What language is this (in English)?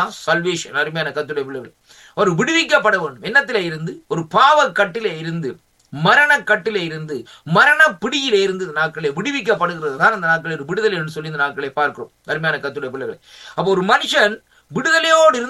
Tamil